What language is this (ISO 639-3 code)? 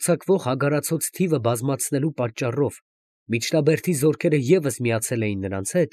hye